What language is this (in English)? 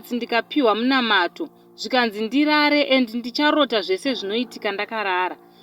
Shona